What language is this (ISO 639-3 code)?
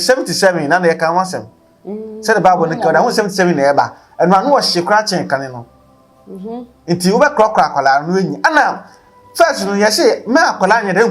aka